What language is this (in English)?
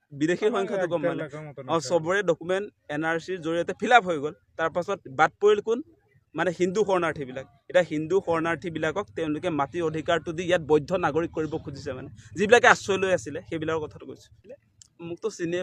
Assamese